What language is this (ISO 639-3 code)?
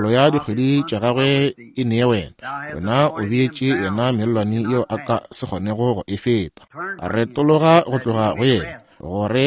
nso